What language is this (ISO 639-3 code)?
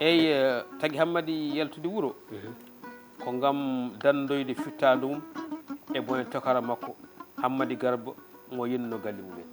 ful